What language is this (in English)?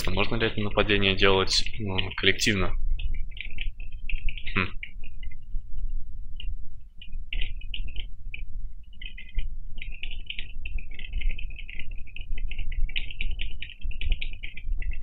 Russian